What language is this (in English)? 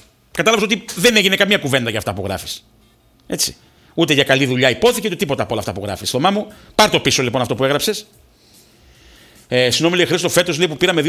Greek